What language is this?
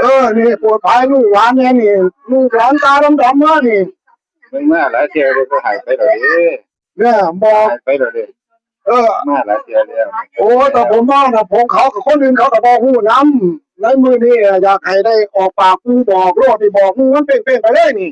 Northeastern Thai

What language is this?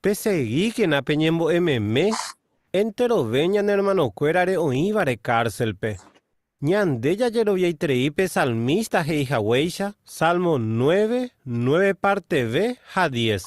Guarani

